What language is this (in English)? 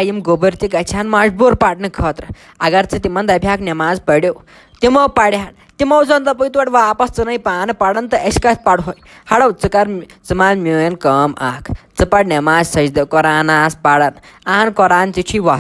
Kashmiri